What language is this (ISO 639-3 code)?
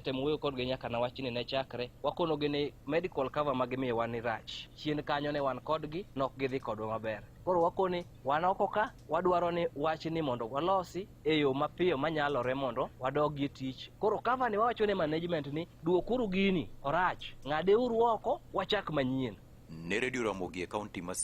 luo